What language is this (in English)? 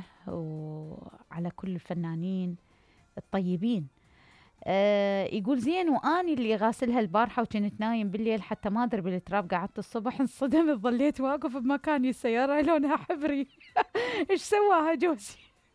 Mesopotamian Arabic